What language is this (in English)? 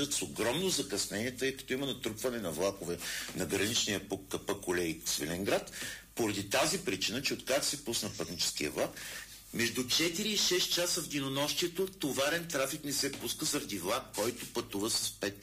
Bulgarian